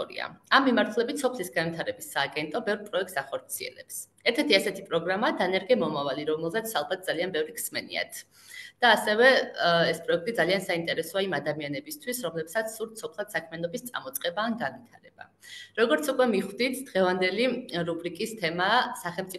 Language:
Georgian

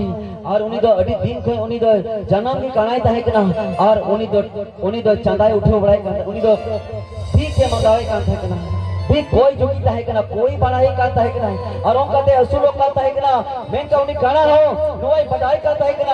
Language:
Santali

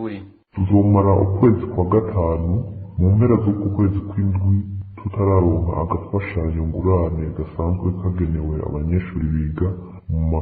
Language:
Rundi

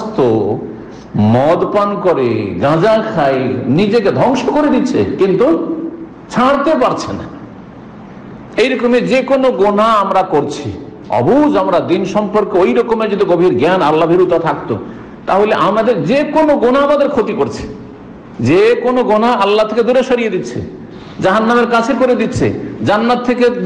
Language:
Bangla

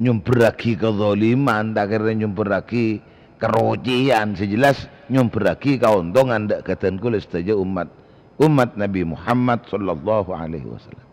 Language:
Madurese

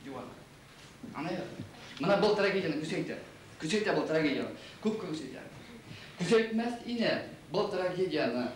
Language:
Bashkir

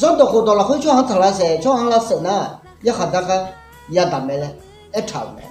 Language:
Akha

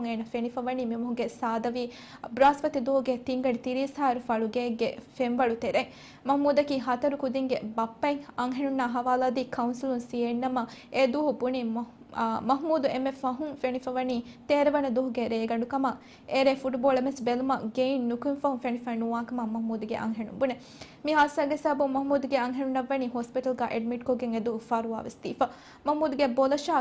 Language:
Divehi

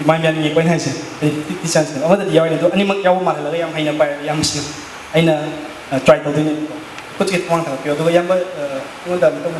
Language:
Manipuri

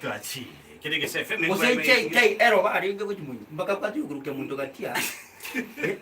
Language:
Gusii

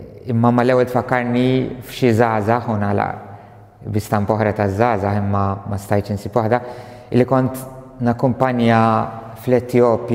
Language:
Maltese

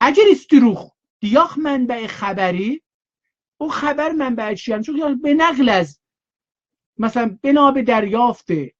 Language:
South Azerbaijani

